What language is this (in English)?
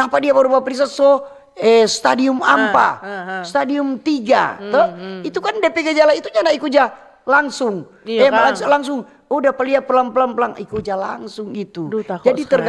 Manado Malay